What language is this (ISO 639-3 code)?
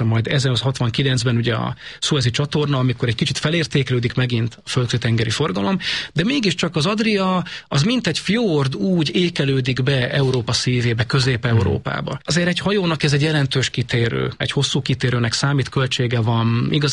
hun